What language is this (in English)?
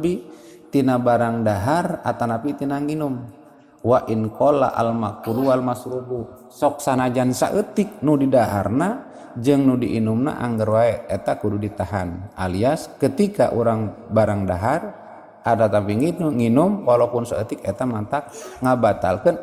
Sundanese